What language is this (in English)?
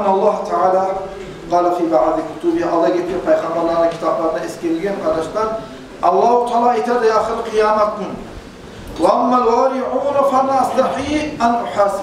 Kumyk